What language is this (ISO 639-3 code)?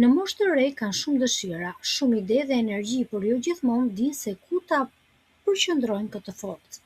sqi